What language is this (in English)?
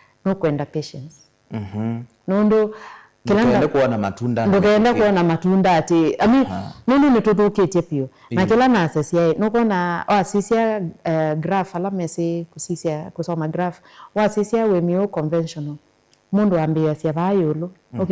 Kamba